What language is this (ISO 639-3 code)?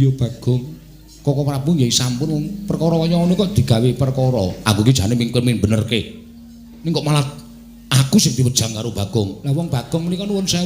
jav